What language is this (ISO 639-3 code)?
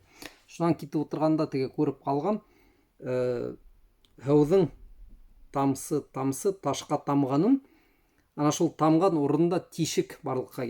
bak